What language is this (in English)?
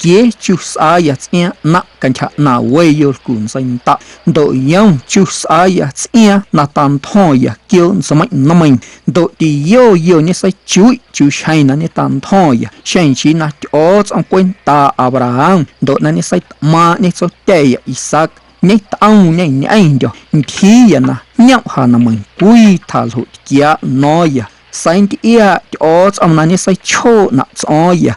Guerrero Amuzgo